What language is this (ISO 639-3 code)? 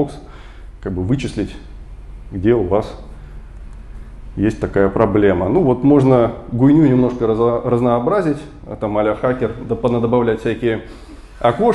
rus